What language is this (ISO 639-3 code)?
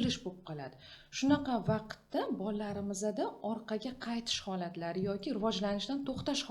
uzb